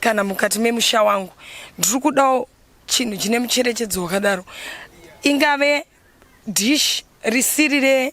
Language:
Shona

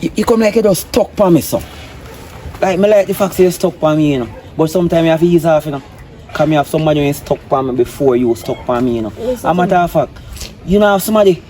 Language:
Jamaican Creole English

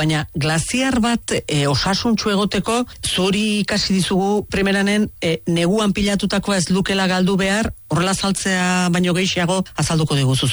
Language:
Basque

